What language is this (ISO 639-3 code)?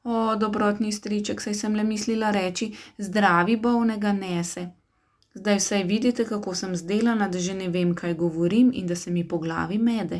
slv